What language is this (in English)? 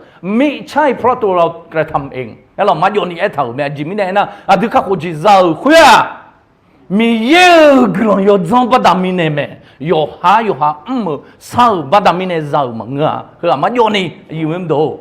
Akha